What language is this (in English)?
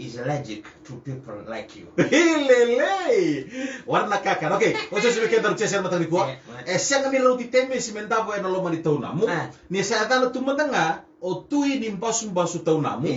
Fijian